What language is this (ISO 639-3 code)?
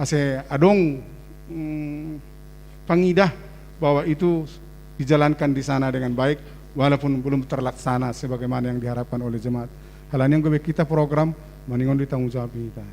bts